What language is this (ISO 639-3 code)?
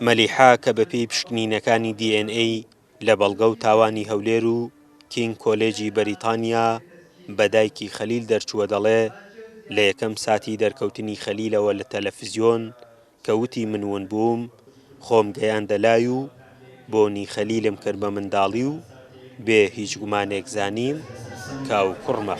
ckb